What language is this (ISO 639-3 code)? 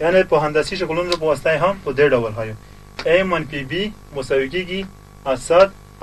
pus